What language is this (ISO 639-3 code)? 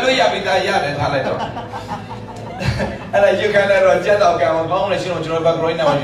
mya